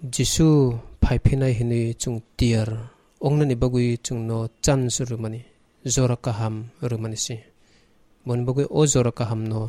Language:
Kok Borok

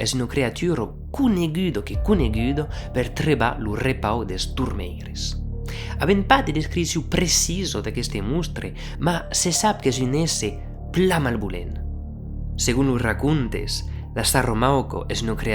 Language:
Occitan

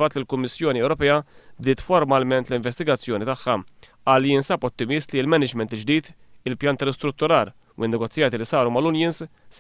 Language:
Maltese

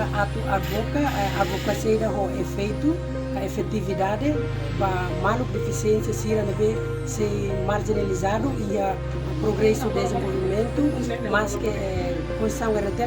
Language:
Tetum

